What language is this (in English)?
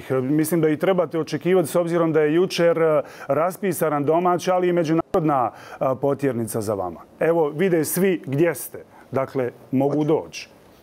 Croatian